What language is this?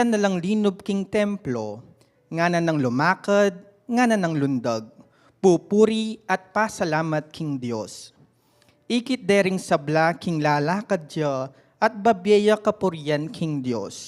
Pampanga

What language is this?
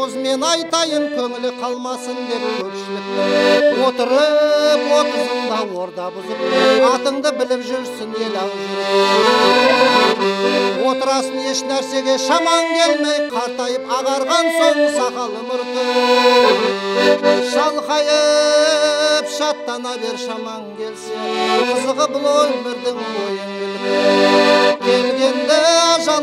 Kazakh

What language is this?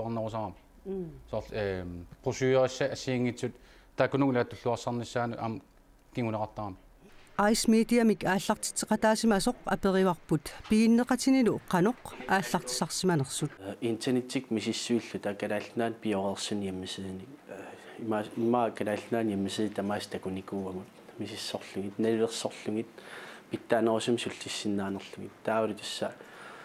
Kalaallisut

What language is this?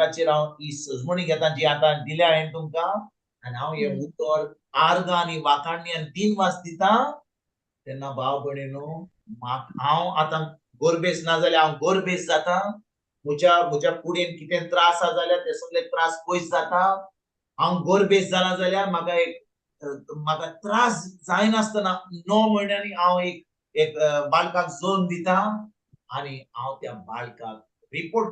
Konkani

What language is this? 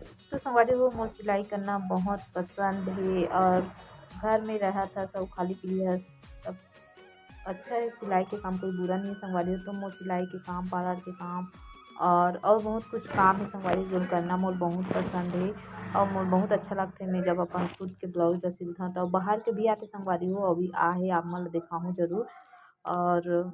Chhattisgarhi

